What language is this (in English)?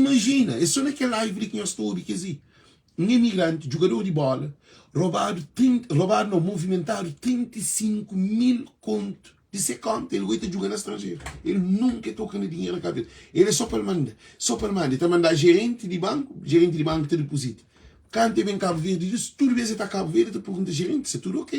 Kabuverdianu